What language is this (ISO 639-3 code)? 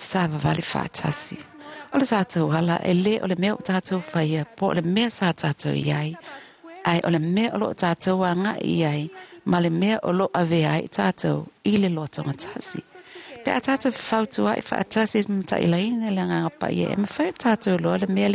smo